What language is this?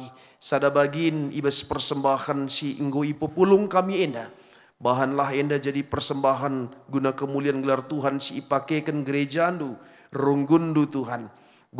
Batak Karo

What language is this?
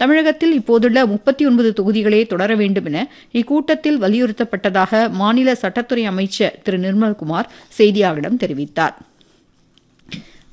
Tamil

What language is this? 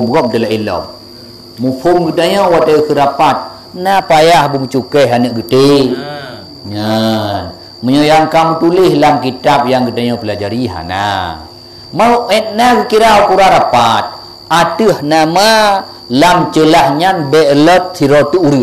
Achinese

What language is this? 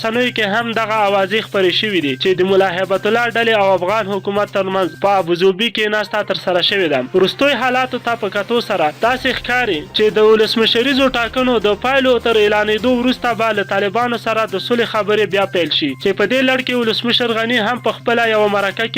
Pashto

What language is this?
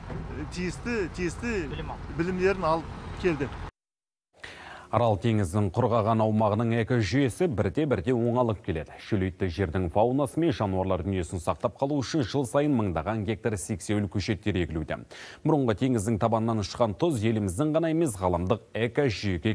Kazakh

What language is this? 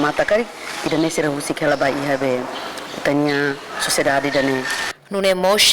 Tetum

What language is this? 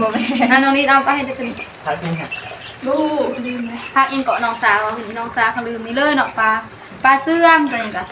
Northeastern Thai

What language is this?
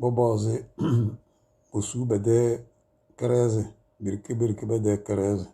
Tem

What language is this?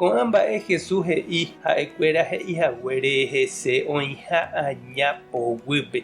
Guarani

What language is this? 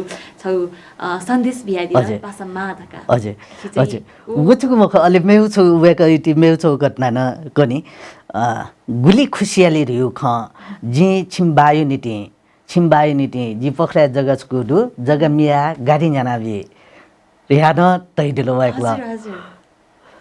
Newari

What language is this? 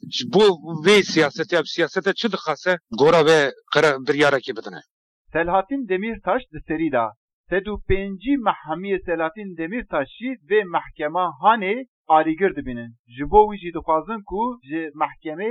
Kurdish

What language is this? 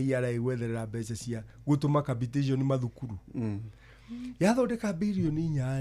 Kikuyu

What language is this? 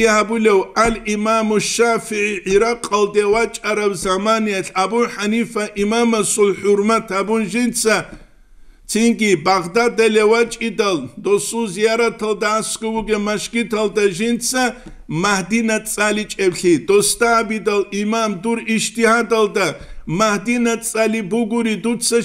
Avaric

